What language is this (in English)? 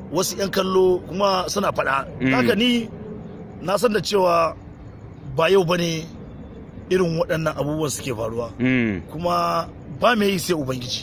Hausa